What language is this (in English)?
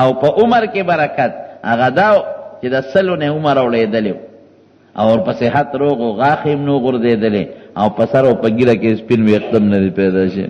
Pashto